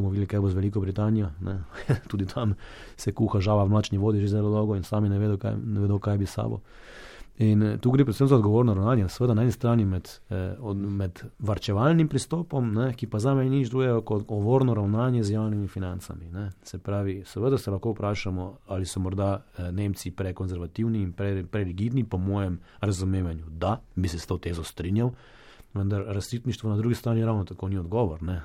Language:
Slovenian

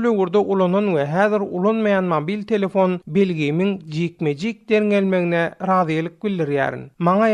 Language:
Turkmen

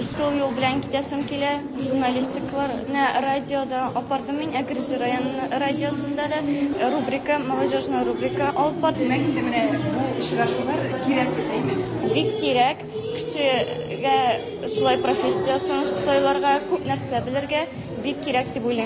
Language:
Tatar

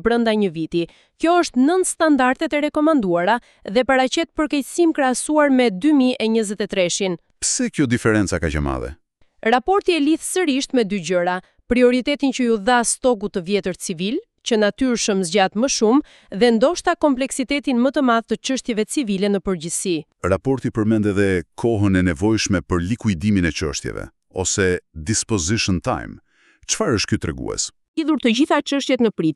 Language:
Albanian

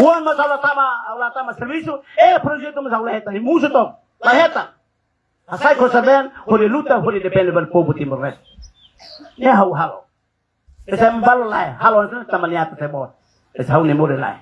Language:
Tetum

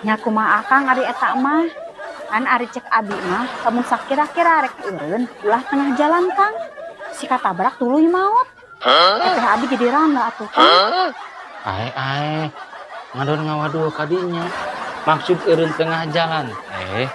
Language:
Sundanese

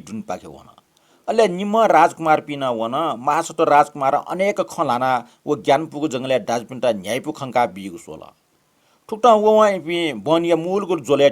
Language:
Newari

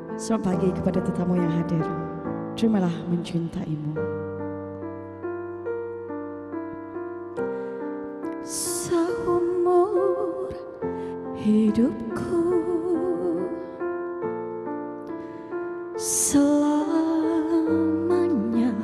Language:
Malay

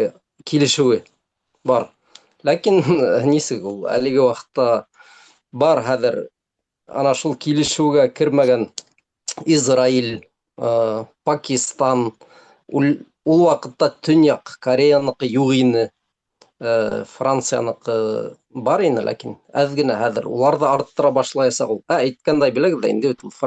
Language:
Bashkir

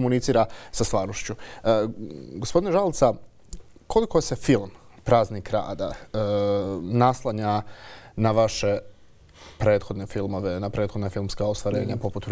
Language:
Bosnian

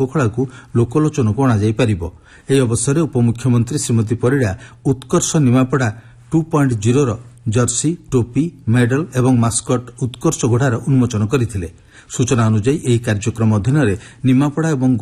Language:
Odia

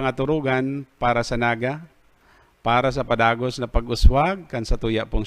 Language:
Bikol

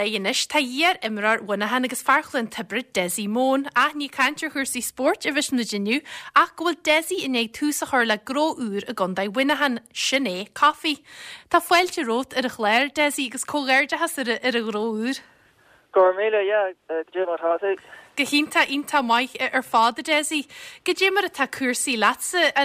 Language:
Irish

